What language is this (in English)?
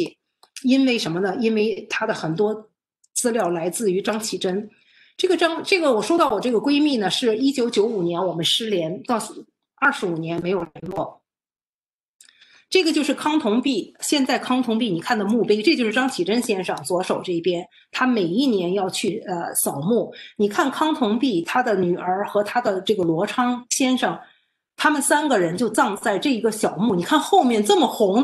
Chinese